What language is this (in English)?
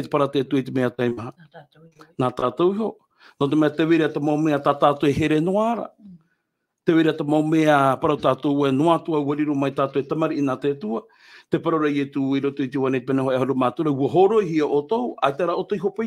Tahitian